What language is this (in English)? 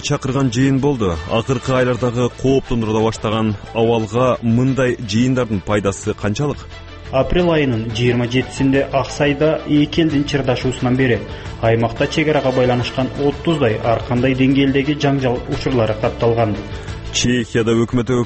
Kyrgyz